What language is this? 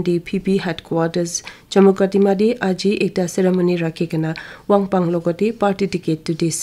Naga Pidgin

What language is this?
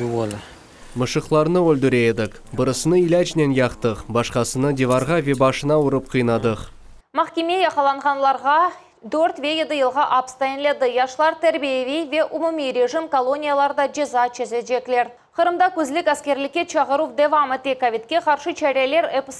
Crimean Tatar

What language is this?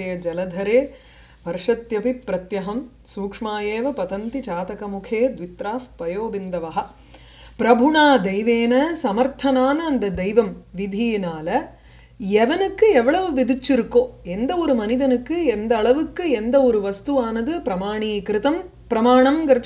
Tamil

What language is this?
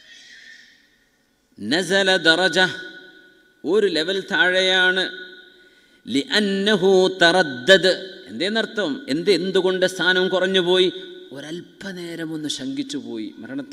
Malayalam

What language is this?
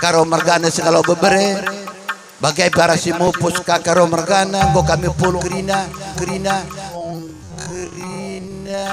Batak Karo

